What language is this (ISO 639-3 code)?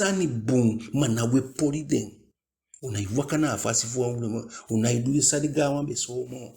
djk